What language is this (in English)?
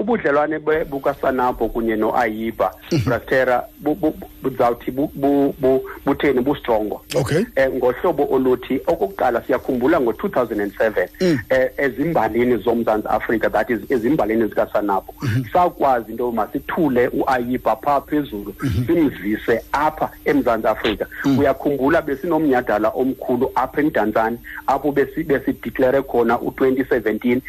Xhosa